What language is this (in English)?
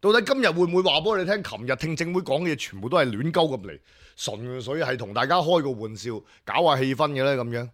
Cantonese